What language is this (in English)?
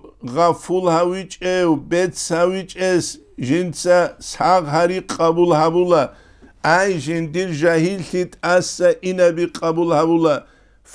Avaric